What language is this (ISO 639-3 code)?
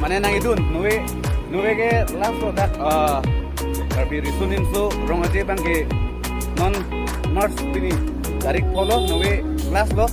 mjw